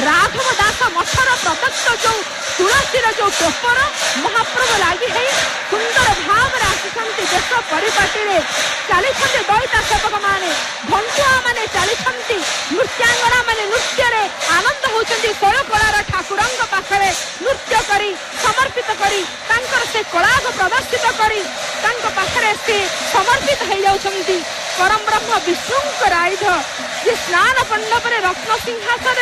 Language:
Odia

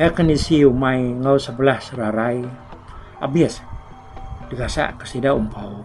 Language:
Iban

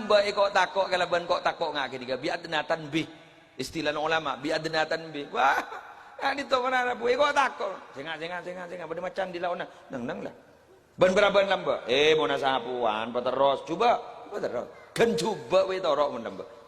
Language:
Madurese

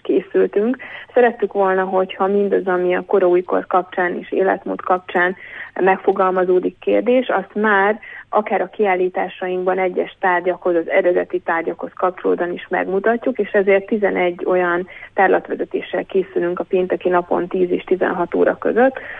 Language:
Hungarian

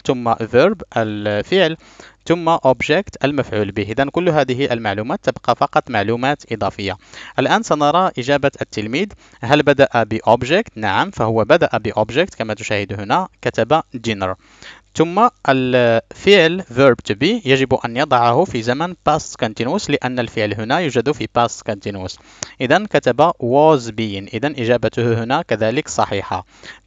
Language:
Arabic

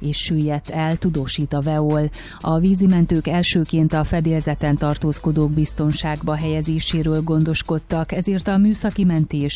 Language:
Hungarian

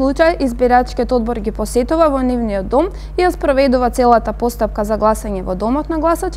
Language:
Macedonian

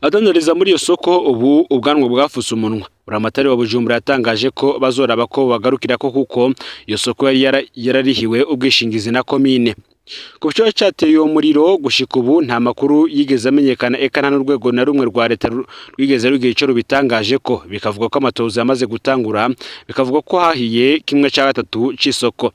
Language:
Rundi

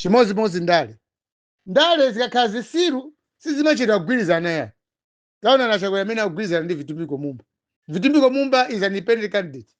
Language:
Nyanja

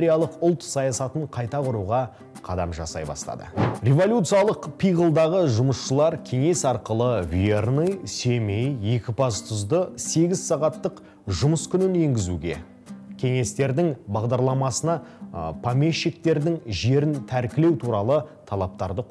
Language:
Kazakh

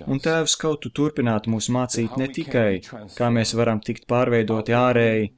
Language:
Latvian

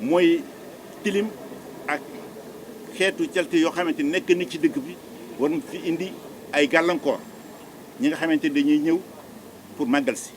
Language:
Wolof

